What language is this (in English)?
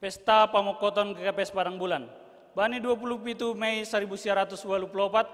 Batak Simalungun